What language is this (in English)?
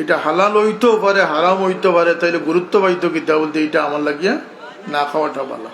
Sylheti